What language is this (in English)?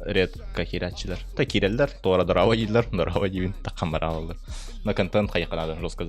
Yakut